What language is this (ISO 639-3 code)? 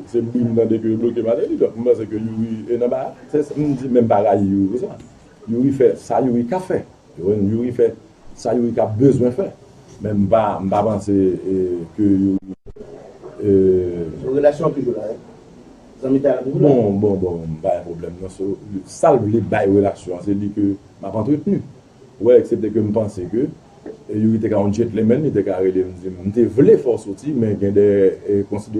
hat